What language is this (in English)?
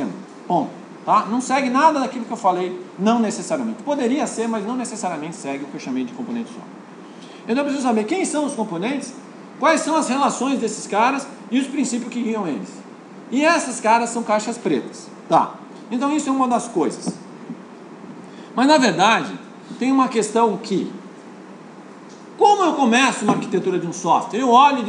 Portuguese